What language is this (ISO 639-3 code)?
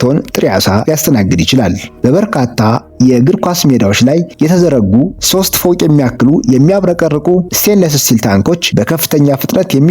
amh